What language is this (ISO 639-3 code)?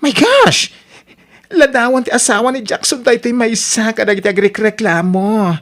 ilo